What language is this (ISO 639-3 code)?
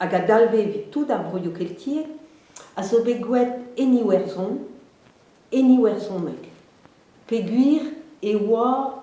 bre